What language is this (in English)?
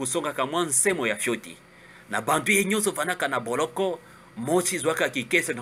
Kituba (Democratic Republic of Congo)